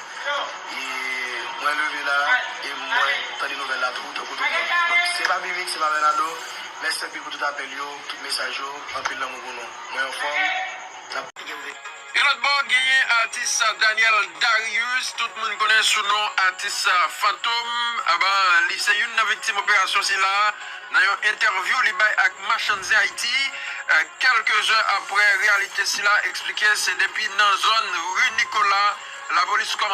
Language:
Haitian Creole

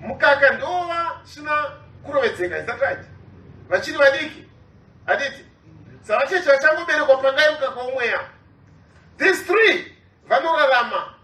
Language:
Shona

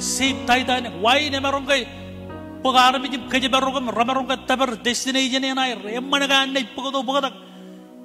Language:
Marshallese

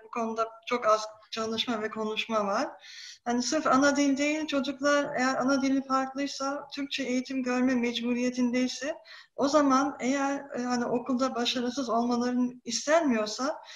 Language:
Turkish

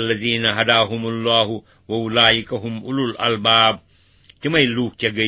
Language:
Kashmiri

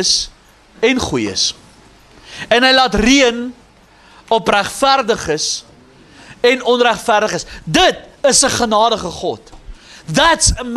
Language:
Afrikaans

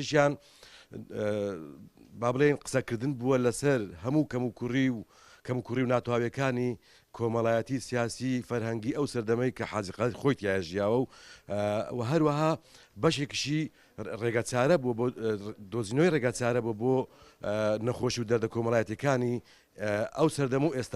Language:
Central Kurdish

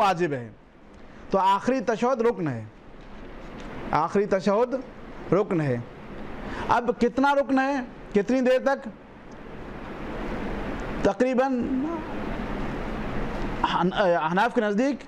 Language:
Urdu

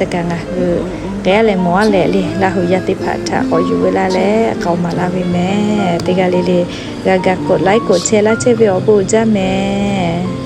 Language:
Lahu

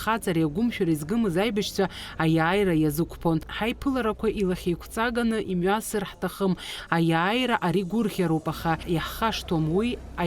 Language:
Abkhazian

